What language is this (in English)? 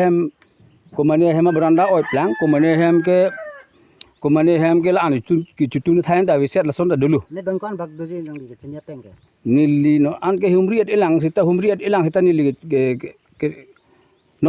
Karbi